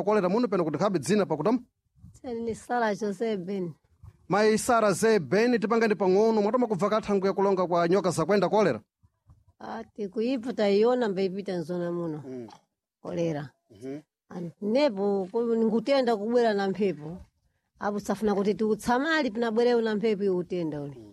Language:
Sena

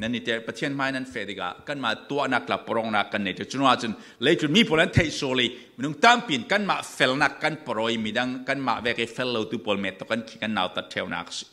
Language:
Falam Chin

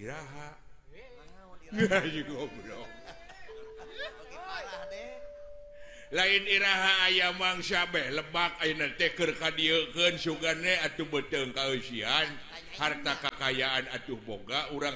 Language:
Sundanese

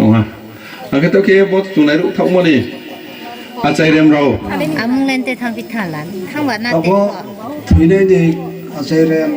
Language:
Riang (India)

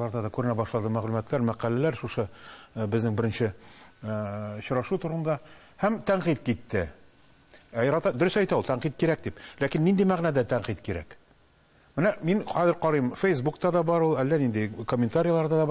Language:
Tatar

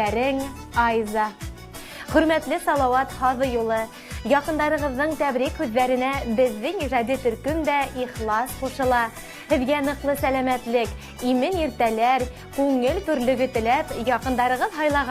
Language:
Bashkir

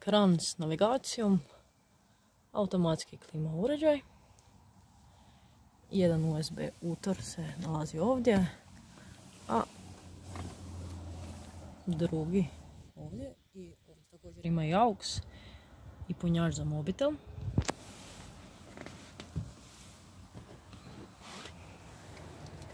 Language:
Croatian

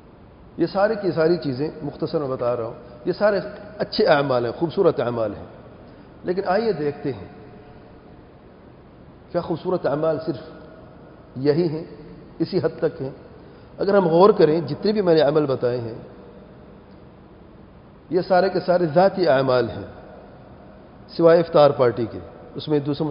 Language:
Urdu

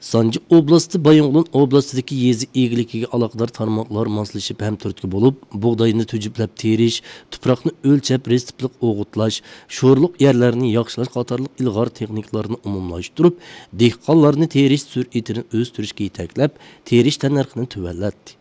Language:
Uyghur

